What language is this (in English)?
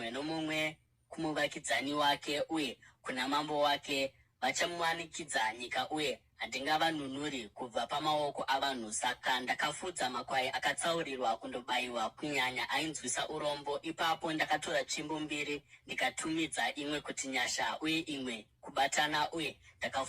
Shona